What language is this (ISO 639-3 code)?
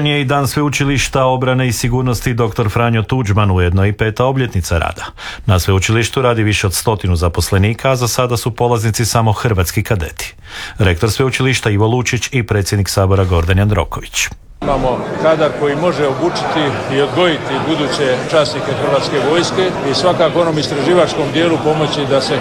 hrv